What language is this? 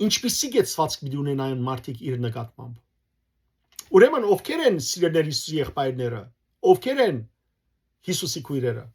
Western Armenian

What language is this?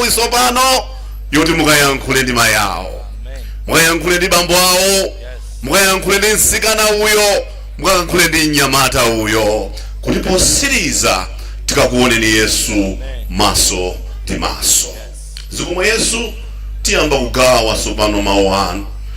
Nyanja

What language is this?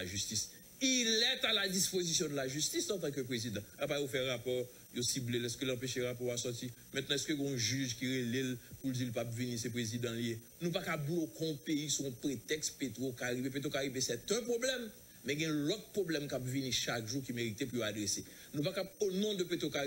Haitian Creole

